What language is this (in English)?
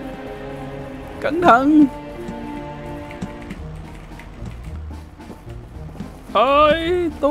Vietnamese